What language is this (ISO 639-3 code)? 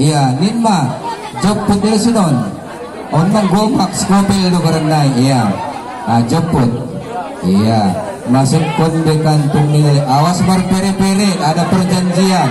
bts